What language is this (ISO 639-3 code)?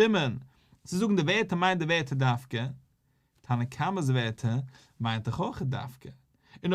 yid